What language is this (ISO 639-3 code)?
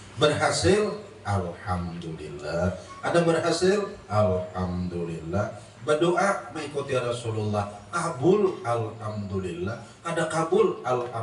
bjn